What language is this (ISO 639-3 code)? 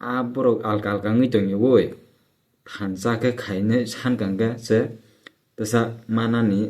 trp